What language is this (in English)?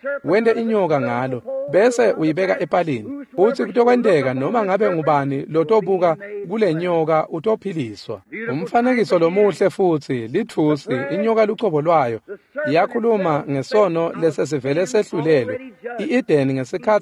Swati